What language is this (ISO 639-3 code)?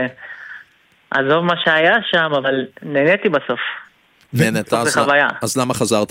heb